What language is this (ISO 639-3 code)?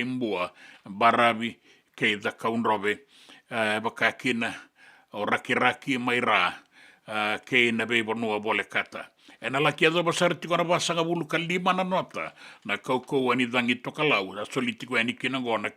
fij